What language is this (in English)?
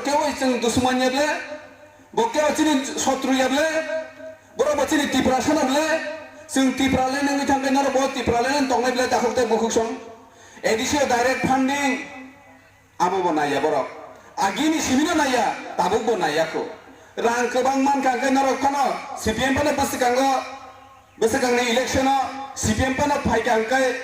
Kok Borok